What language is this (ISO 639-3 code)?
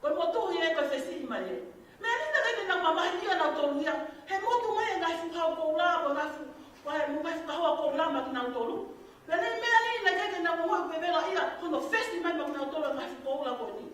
ton